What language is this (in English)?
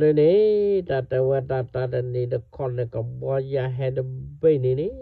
S'gaw Karen